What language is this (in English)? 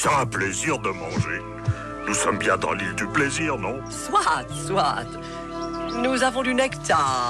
French